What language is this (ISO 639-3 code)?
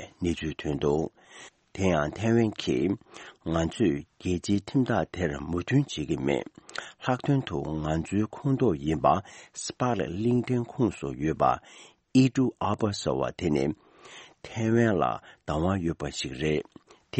bod